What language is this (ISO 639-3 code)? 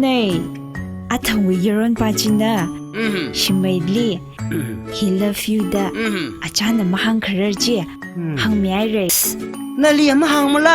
nmf